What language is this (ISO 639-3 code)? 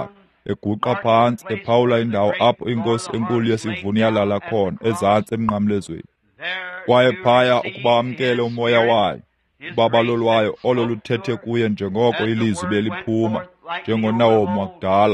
xho